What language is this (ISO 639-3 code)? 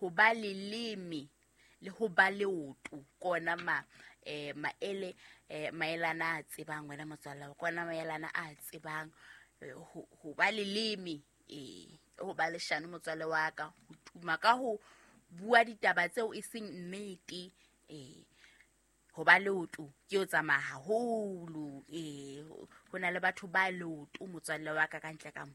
sot